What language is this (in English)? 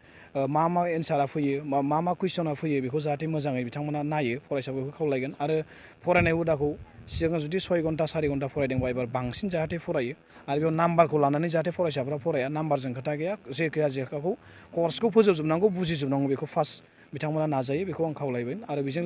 Bodo